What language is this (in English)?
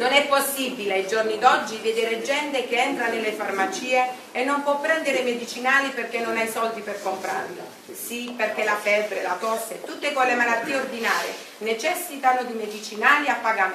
Italian